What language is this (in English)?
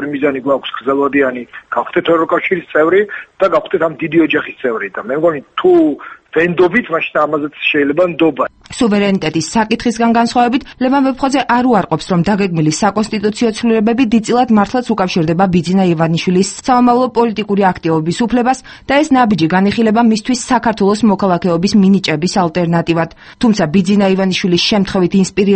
Georgian